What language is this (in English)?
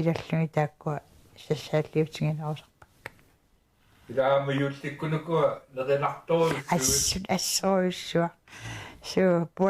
Kalaallisut